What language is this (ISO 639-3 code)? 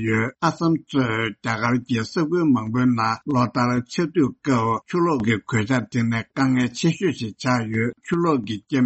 bod